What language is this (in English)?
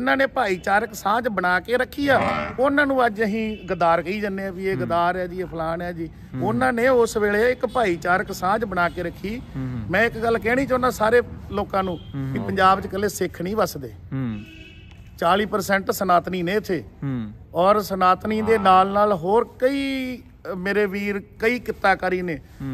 Punjabi